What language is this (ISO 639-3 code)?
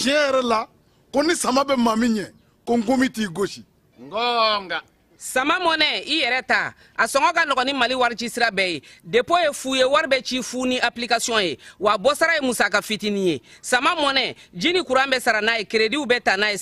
bam